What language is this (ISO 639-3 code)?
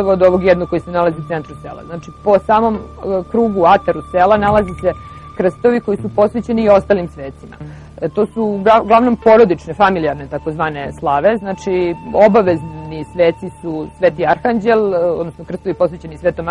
srp